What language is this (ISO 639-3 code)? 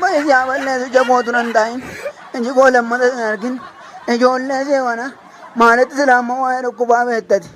orm